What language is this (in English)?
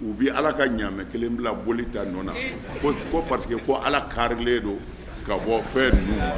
Bambara